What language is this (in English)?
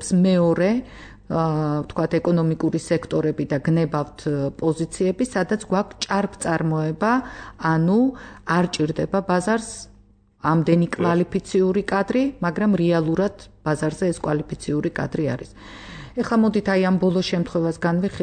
Georgian